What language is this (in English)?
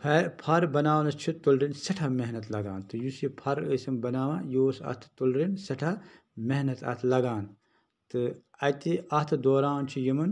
Kashmiri